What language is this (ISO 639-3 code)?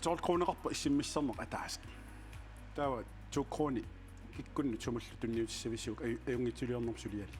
kal